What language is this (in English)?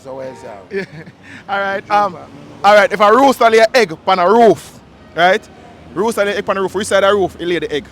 Jamaican Creole English